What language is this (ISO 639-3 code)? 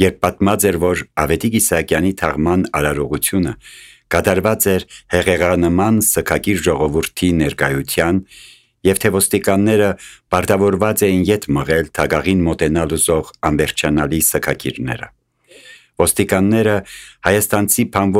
hye